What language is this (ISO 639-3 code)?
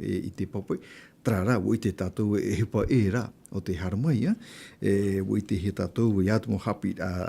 tah